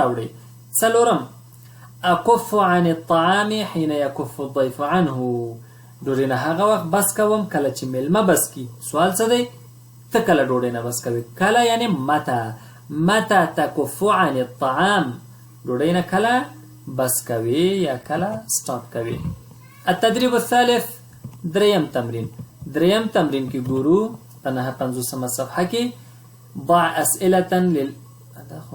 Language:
Pashto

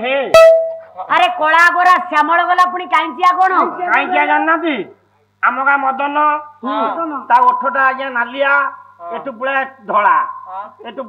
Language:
Odia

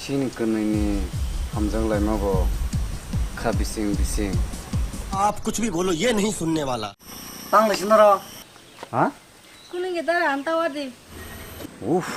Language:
Kok Borok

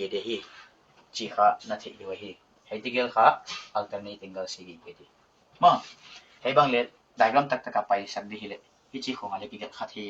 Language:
Paite Chin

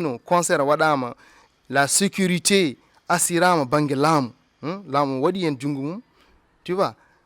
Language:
Fula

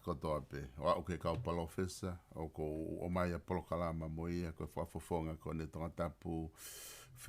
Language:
Tongan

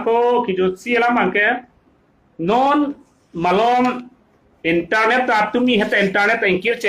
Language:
Karbi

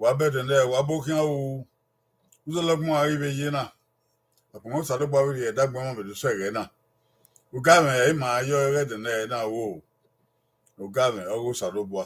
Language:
Bini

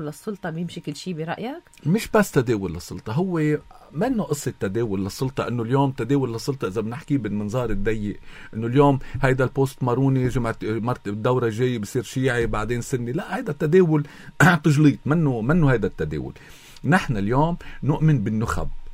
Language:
North Levantine Arabic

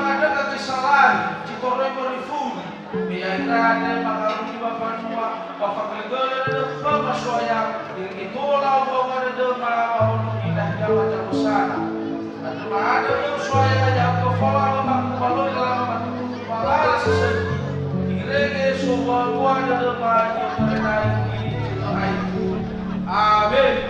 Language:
Nias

